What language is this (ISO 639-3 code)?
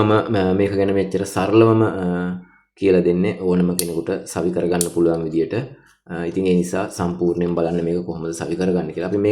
sin